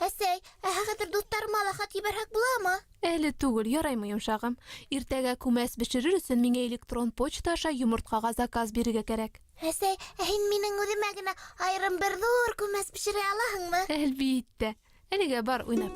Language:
Bashkir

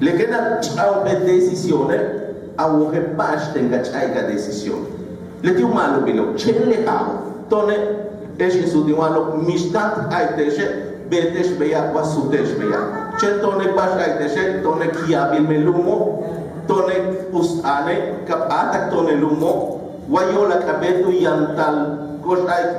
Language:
Yucateco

